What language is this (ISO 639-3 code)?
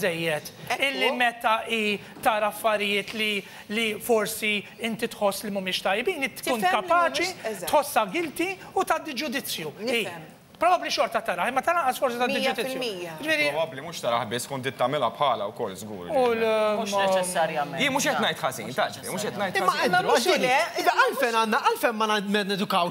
mlt